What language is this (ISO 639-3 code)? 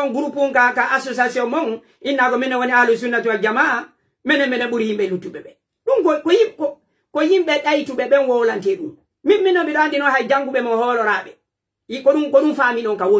fuf